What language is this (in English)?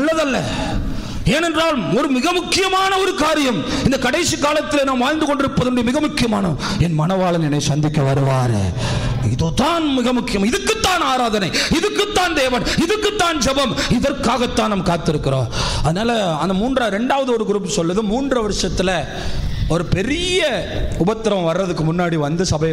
Tamil